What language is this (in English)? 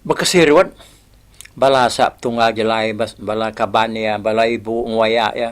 Iban